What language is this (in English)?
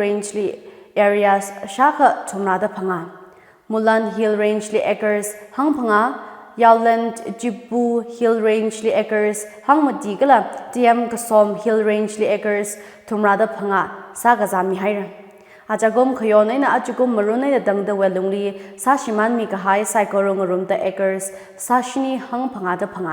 Tangkhul Naga (India)